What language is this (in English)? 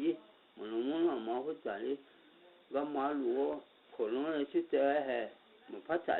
Akha